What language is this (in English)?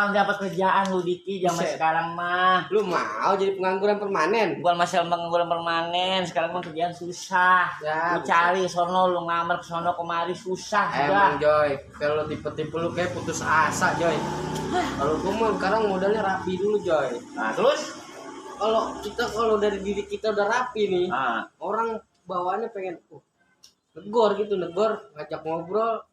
Betawi